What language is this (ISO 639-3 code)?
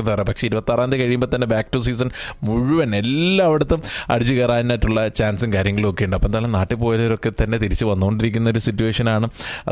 mal